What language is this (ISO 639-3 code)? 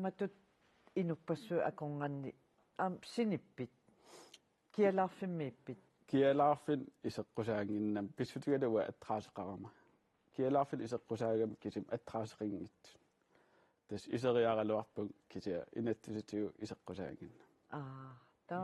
kal